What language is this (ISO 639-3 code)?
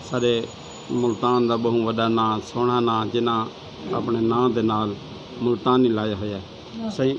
skr